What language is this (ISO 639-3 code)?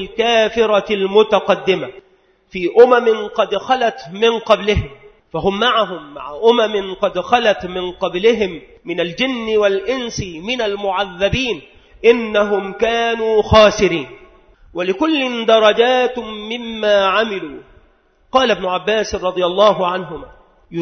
ara